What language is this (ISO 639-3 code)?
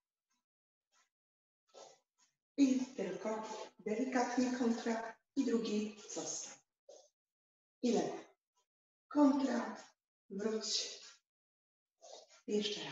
pol